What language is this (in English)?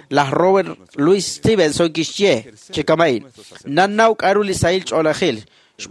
Kekchí